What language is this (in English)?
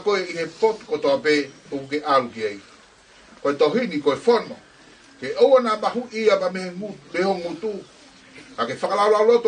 Tongan